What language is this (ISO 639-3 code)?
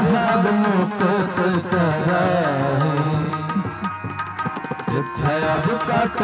hin